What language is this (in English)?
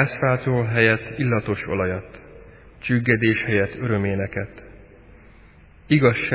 Hungarian